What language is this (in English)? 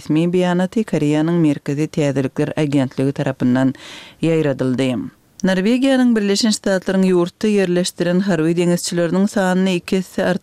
Kyrgyz